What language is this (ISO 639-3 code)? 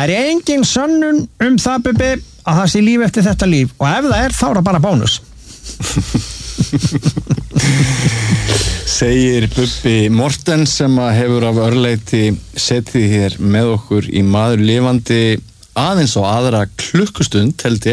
isl